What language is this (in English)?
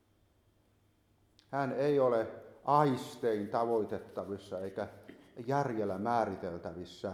Finnish